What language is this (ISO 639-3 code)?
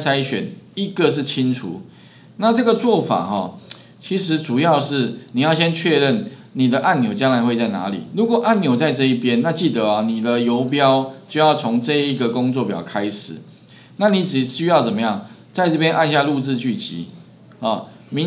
zho